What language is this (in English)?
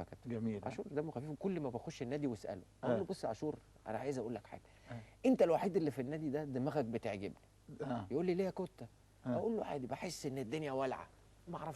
Egyptian Arabic